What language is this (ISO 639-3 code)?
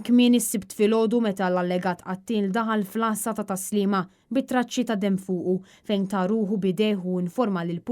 mlt